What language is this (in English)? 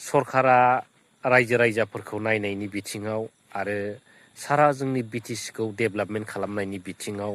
Bodo